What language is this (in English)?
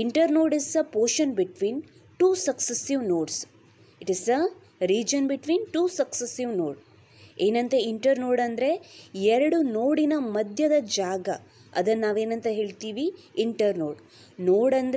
Kannada